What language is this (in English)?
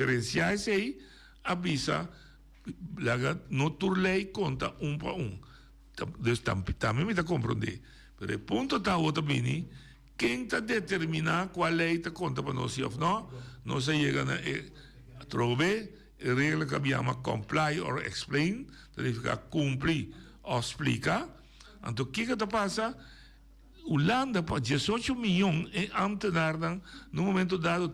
Papiamento